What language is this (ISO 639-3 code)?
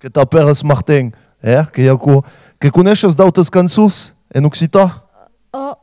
oci